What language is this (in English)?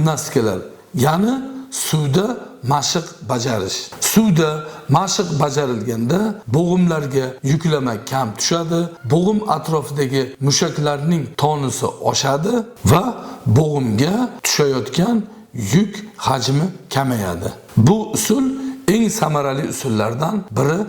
Uzbek